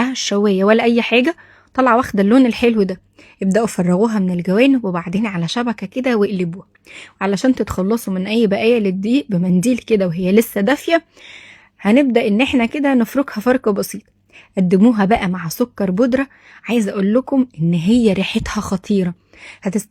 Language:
Egyptian Arabic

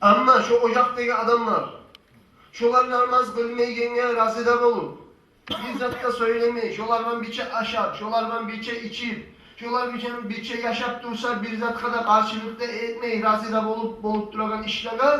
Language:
Kumyk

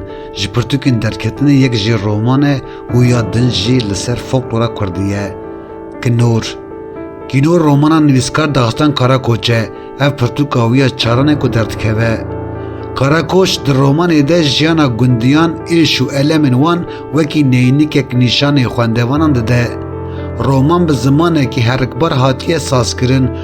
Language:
Kurdish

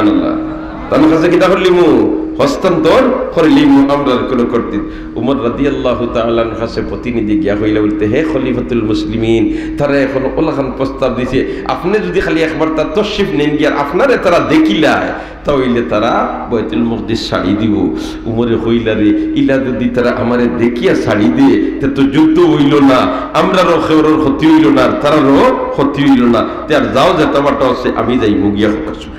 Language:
Sylheti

